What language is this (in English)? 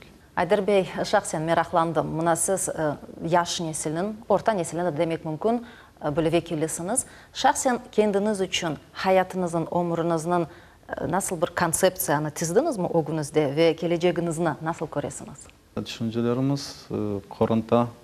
Crimean Tatar